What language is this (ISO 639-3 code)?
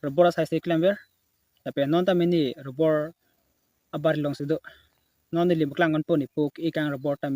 mjw